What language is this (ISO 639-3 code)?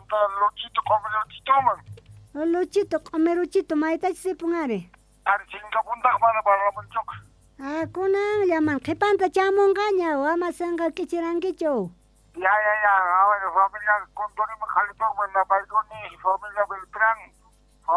quh